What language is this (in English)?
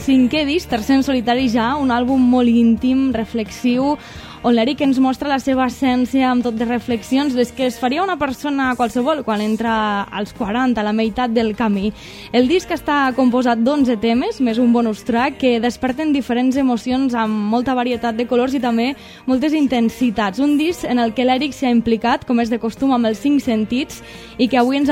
Catalan